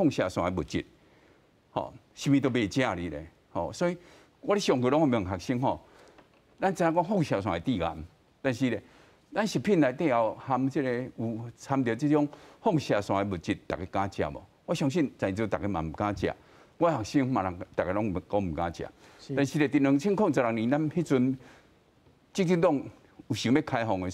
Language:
Min Nan Chinese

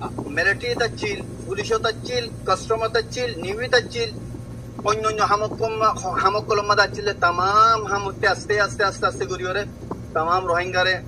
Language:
Rohingya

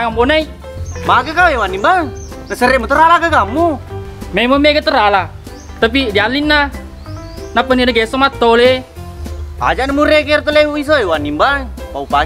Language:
Buginese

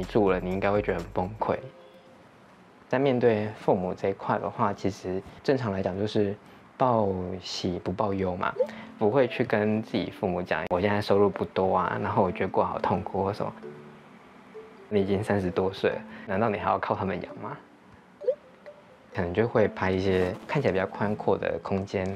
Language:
Chinese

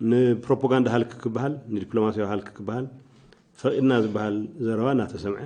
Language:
Tigrinya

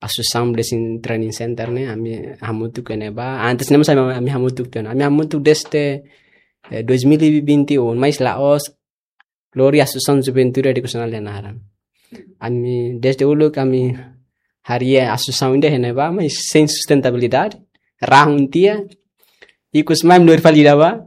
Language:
Tetum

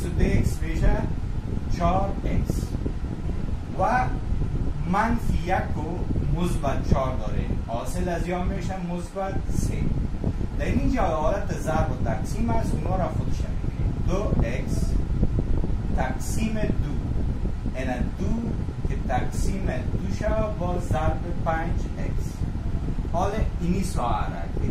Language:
Persian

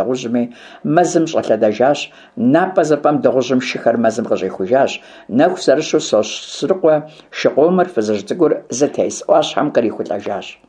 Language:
Kabardian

